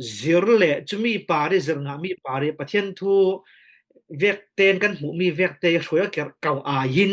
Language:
Falam Chin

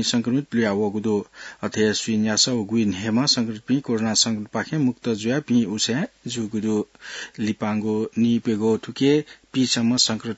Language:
Newari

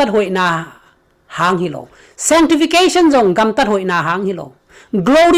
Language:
Tedim Chin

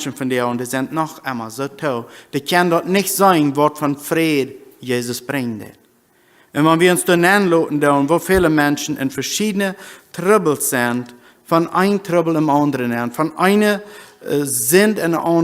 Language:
Plautdietsch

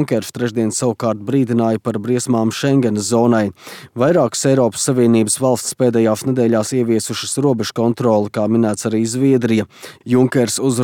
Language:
Latvian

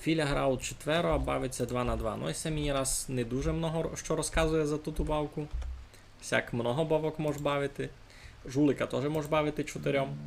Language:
Rusyn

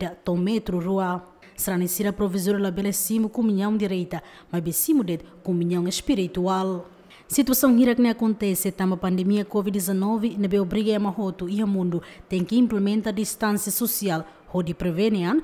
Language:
Tetum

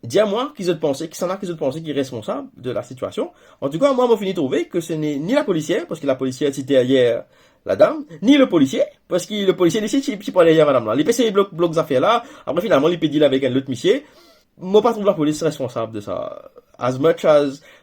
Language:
Morisyen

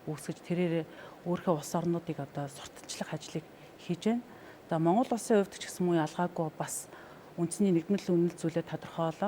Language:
Mongolian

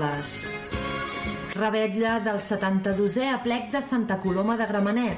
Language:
Catalan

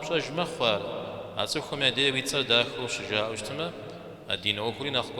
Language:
Kabardian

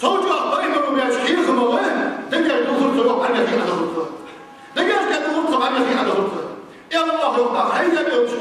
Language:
Ingush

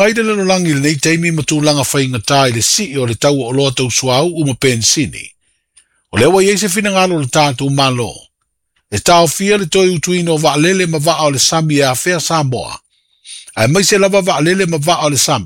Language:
Samoan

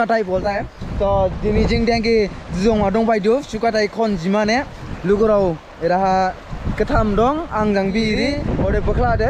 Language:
Dimasa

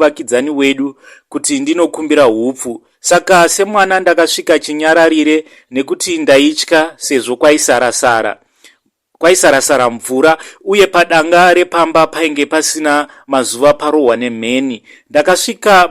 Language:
Shona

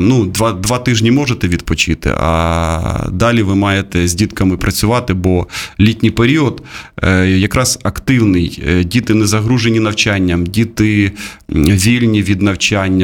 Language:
Ukrainian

